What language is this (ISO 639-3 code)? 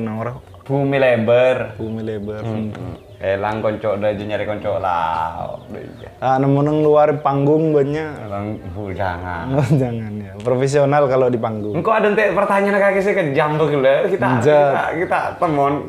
mad